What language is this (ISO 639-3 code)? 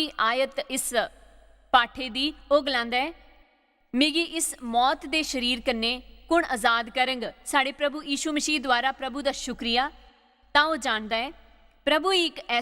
doi